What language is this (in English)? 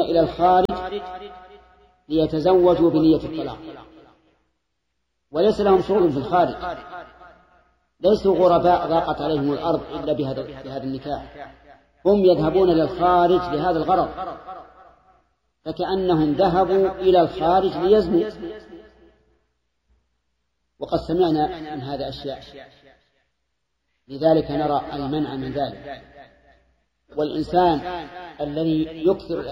Arabic